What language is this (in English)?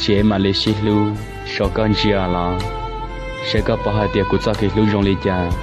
Hmong